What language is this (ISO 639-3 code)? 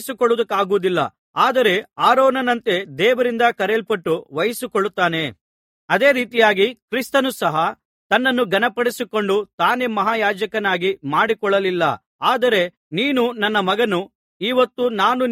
kan